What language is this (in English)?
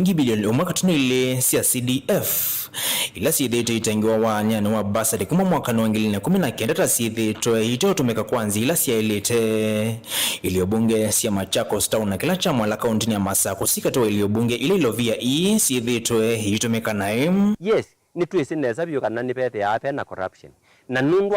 Kamba